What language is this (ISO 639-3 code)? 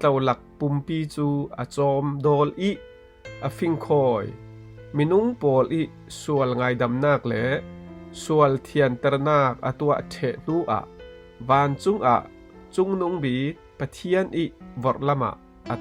cfm